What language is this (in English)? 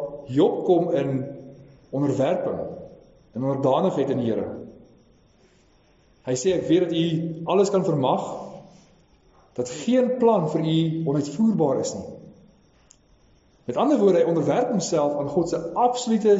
Afrikaans